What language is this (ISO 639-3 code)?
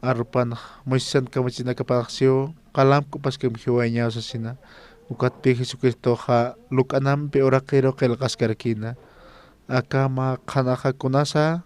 aym